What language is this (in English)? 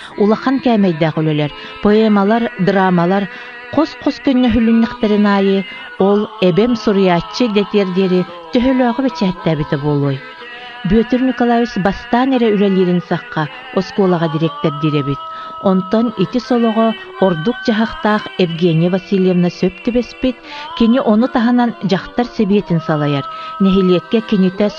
Yakut